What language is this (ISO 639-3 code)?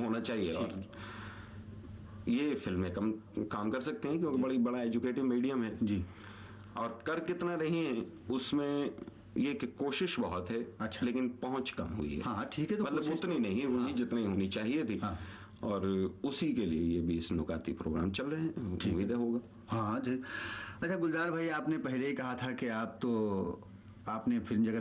hin